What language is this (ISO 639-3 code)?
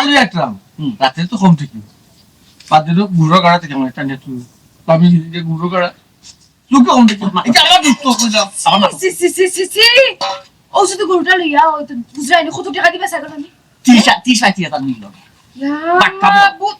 syl